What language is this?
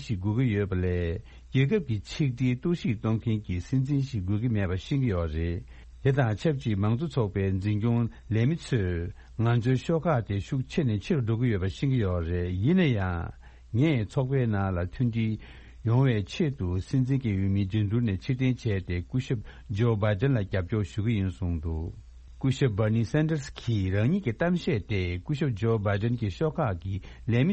Tibetan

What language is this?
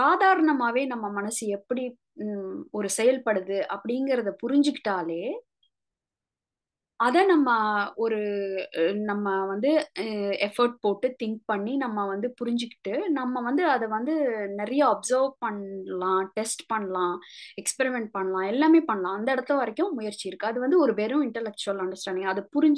Tamil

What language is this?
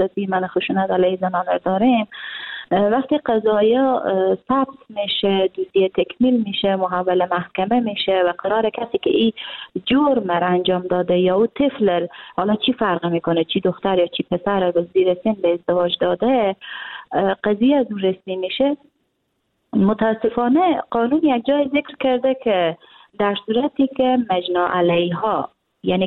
Persian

